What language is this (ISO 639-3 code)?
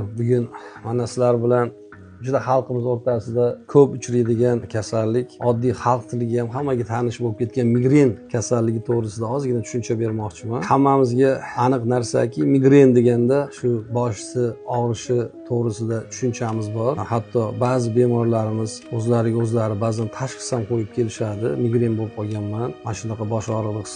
uzb